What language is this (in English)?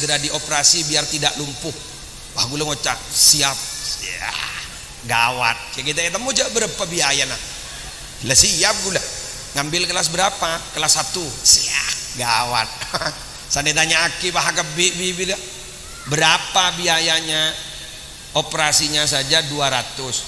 Madurese